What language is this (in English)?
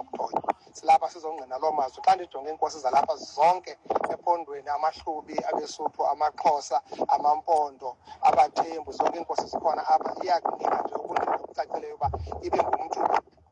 Xhosa